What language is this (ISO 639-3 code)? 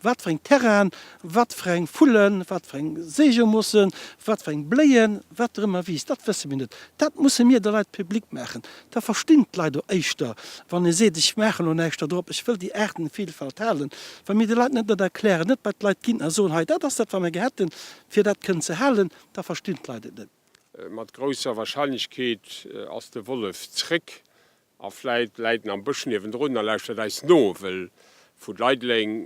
ltz